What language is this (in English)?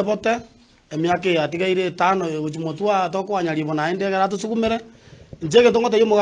Gusii